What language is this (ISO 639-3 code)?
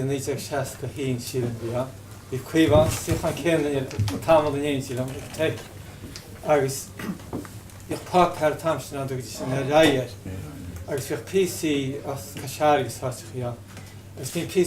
gle